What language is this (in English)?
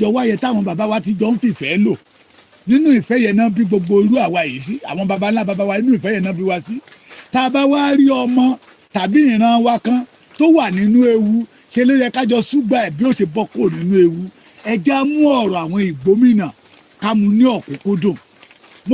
Yoruba